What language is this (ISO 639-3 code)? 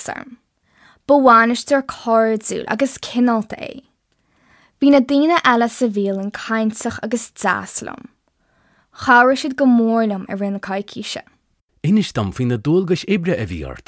gle